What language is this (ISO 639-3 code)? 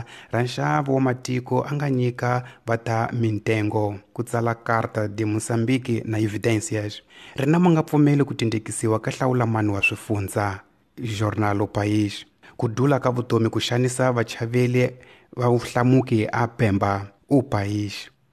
tso